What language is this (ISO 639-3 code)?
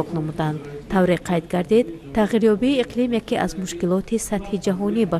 tgk